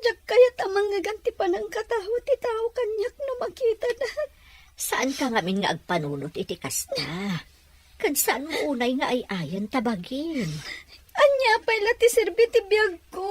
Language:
Iloko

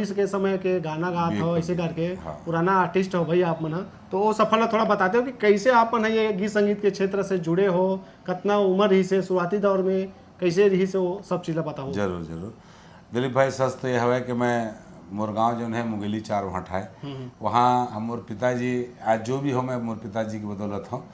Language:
Chhattisgarhi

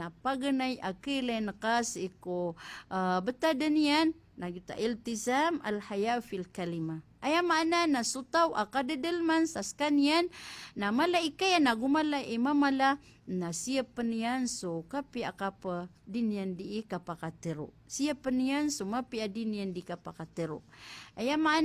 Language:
Maranao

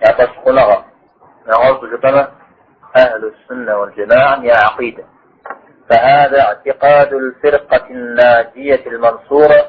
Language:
Kabardian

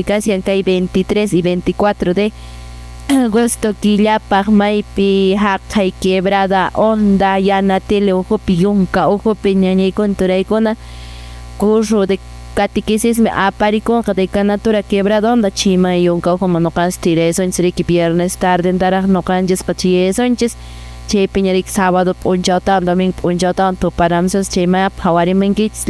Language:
Quechua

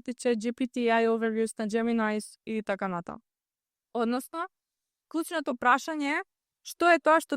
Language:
Macedonian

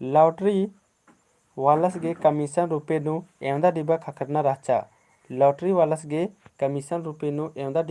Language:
Kurukh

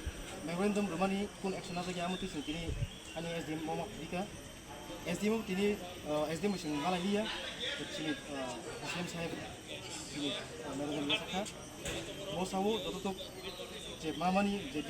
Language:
Kok Borok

